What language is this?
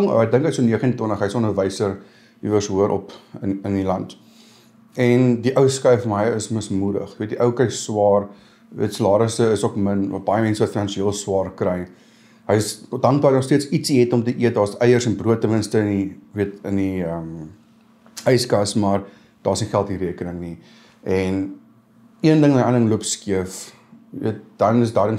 Afrikaans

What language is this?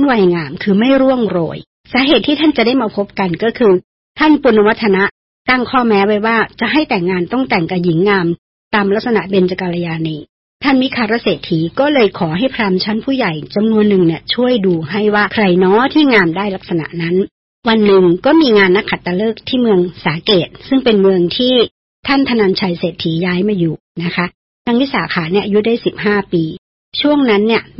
Thai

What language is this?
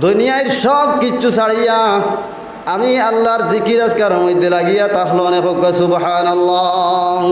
Sylheti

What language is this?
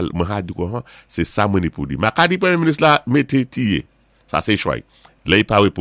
Saint Lucian Creole French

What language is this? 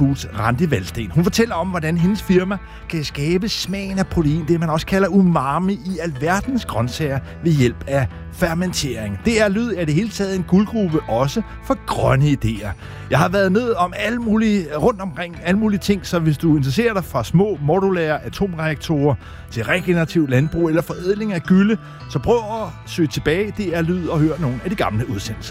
Danish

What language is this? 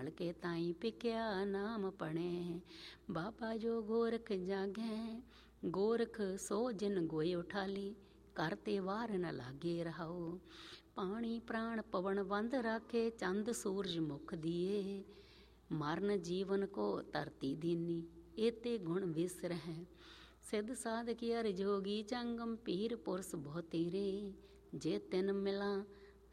Punjabi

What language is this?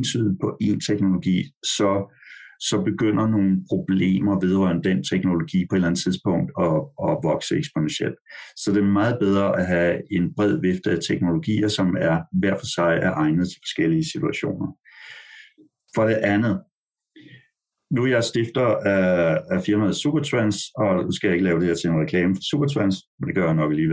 Danish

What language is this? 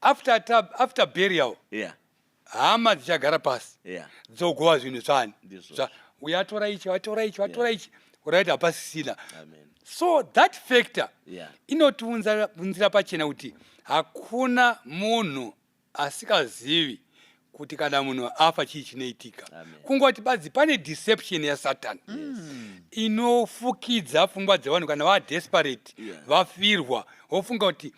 Shona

